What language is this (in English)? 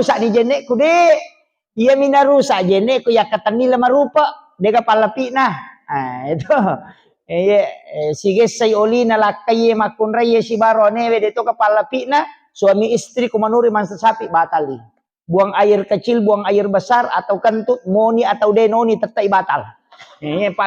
Buginese